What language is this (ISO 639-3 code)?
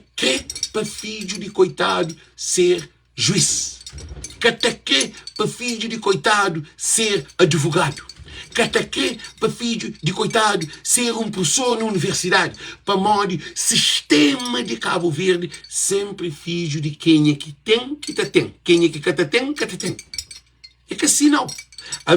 kea